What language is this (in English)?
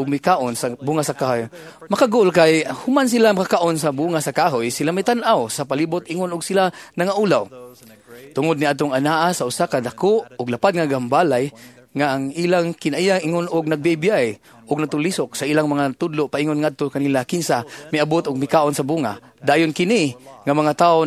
Cebuano